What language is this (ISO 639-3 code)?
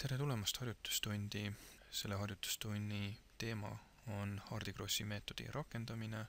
est